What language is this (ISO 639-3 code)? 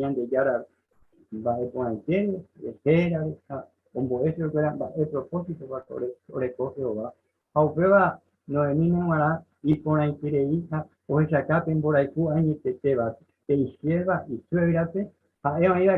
grn